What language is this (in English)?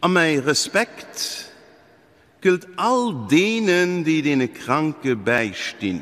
Luxembourgish